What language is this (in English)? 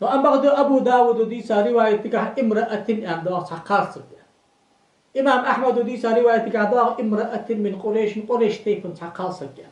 Ingush